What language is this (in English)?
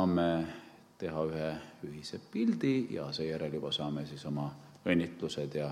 Estonian